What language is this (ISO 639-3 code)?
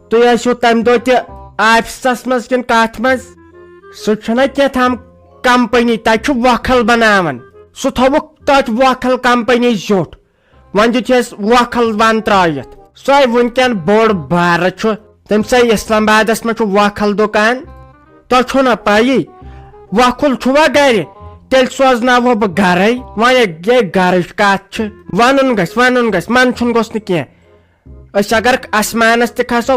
kas